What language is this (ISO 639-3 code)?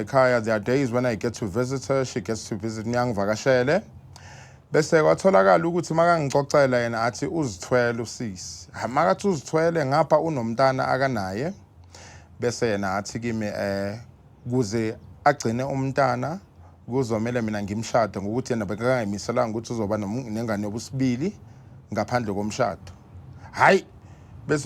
zul